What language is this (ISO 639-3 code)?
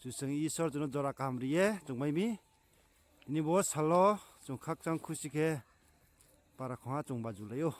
ria